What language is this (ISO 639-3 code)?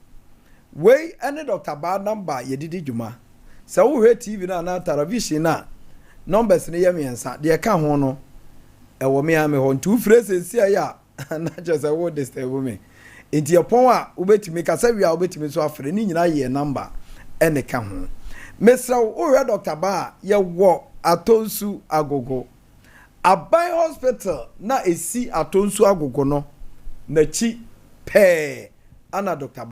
aka